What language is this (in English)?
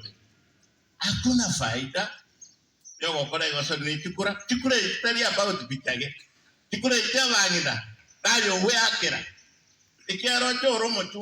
Gusii